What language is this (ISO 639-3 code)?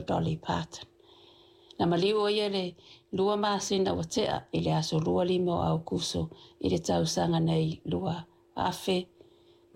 smo